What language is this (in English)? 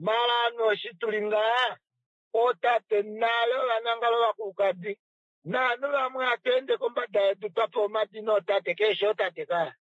Kuanyama